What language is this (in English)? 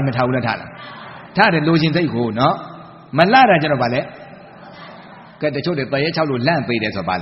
Burmese